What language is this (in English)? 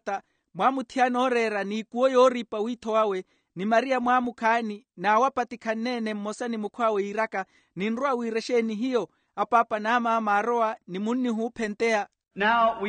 Makhuwa